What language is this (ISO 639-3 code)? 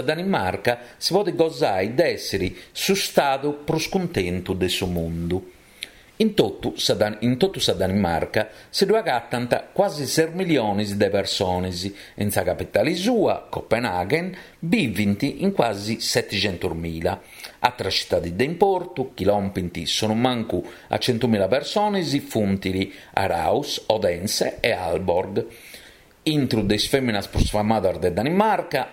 srd